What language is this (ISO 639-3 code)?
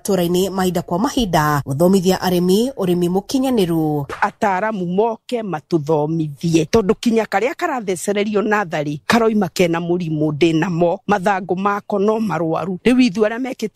kik